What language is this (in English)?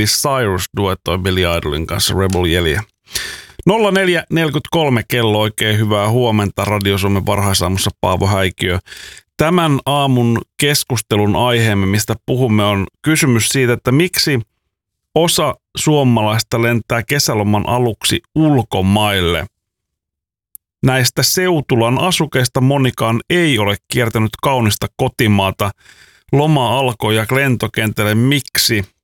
Finnish